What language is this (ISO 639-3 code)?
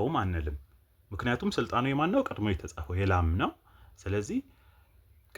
amh